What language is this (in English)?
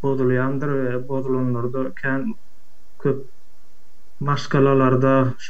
Turkmen